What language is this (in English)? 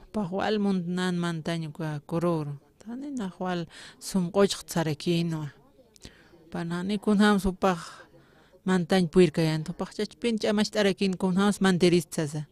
Aymara